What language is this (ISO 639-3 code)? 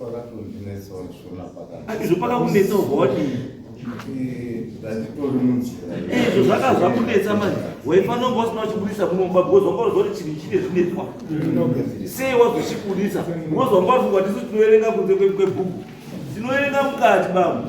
sna